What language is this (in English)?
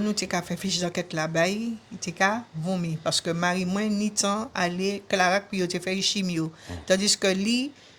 Guadeloupean Creole French